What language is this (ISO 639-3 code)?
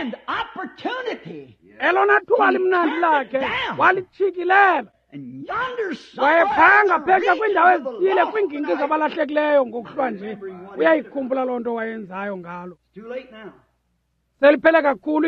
xho